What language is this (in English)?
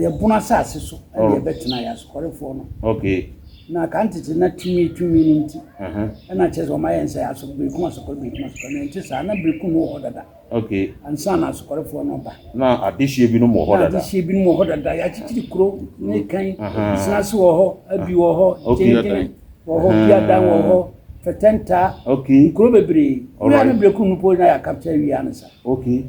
Akan